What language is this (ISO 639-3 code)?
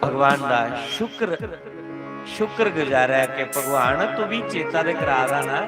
doi